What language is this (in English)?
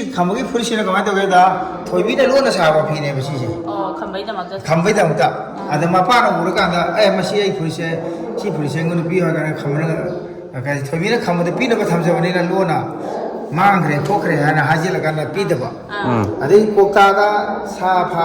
Manipuri